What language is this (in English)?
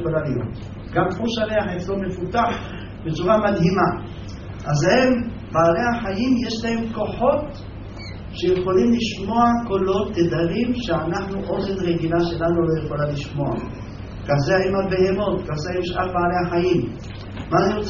Hebrew